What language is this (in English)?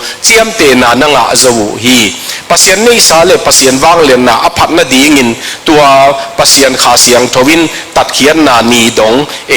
Tedim Chin